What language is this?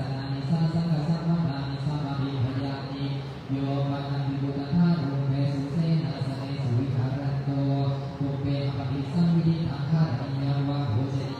Pali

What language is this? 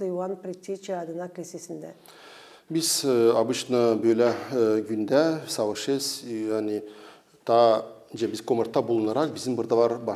Gagauz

